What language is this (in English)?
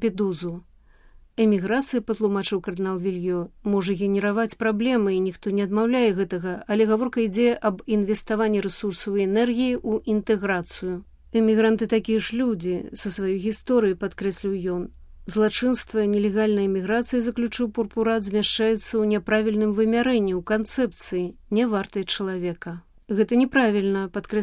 Belarusian